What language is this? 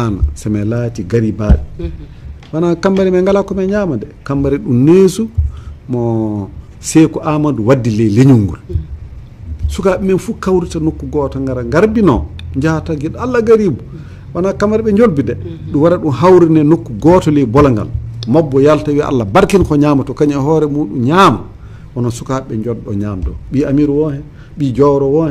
Fula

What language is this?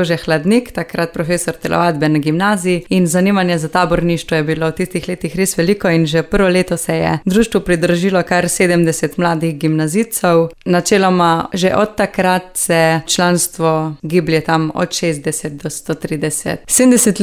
Slovenian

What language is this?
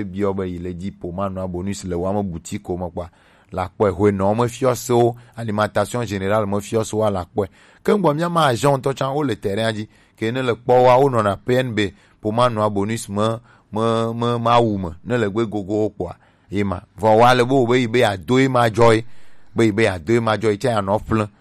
Gen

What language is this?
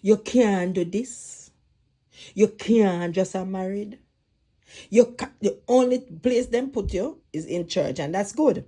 Jamaican Creole English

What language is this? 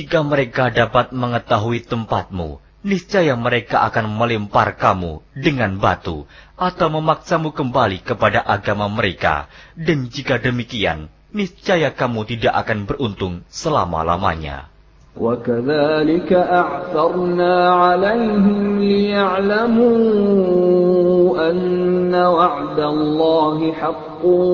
Indonesian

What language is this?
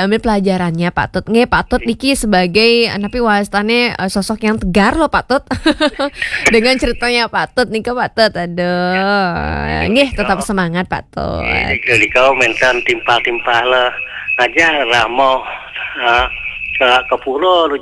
Balinese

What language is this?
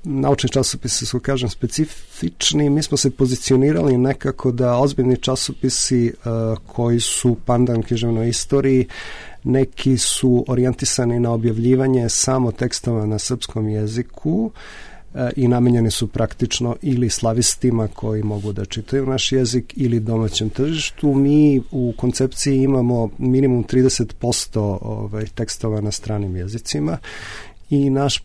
Serbian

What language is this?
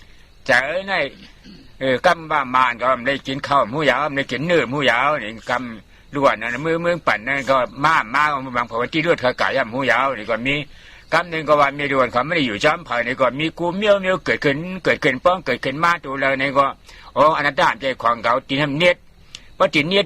Shan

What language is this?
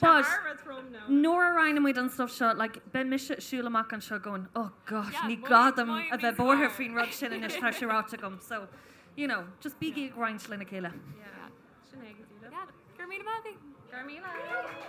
Irish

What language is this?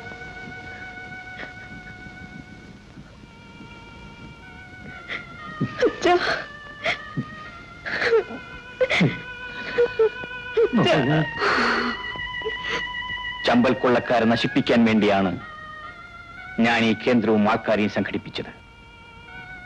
Malayalam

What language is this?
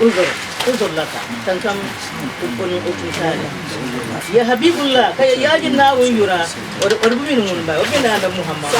Dagbani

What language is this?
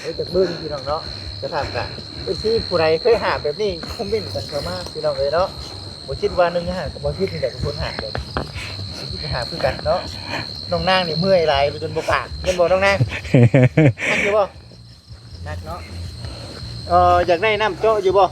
Lao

